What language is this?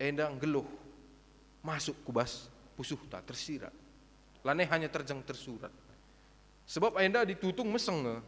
Batak Karo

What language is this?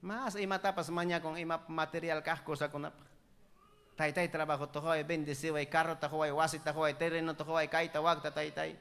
Ayacucho Quechua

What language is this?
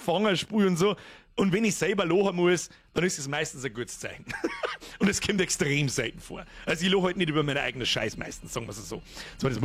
Bavarian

